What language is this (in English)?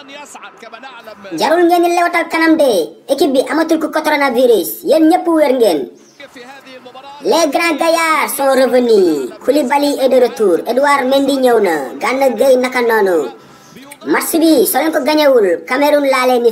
Wolof